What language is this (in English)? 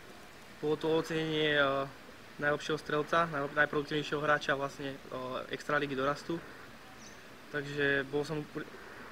Slovak